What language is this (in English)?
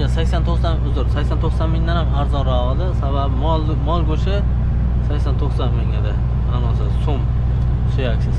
Uzbek